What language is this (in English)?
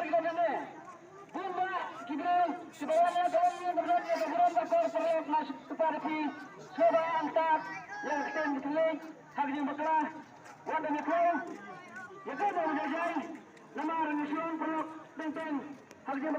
Khasi